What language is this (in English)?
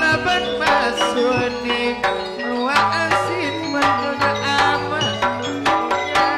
Madurese